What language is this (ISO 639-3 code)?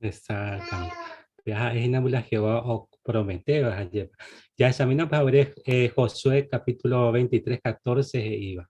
grn